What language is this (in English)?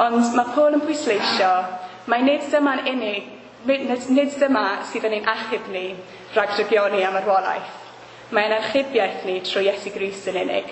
Welsh